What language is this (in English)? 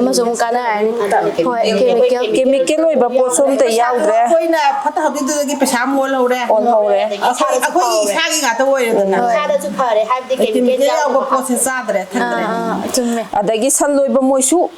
Manipuri